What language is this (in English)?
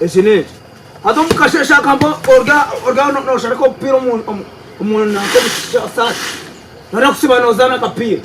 Nyankole